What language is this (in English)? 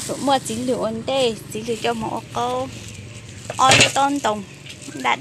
Hmong